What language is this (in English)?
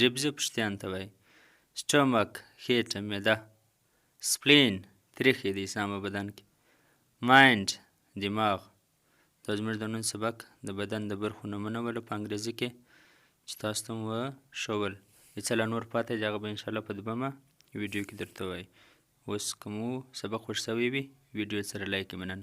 Pashto